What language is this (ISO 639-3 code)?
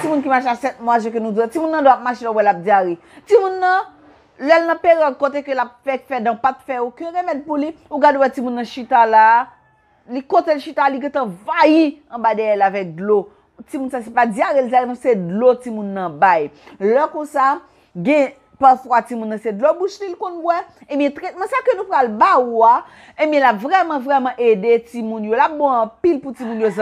hat